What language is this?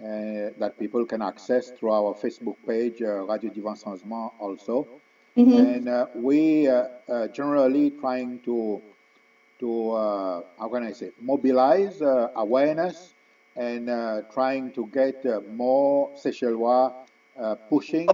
Seselwa Creole French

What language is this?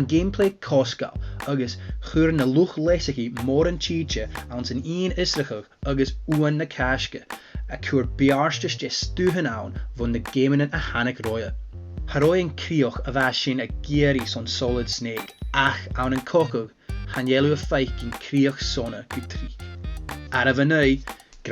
Scottish Gaelic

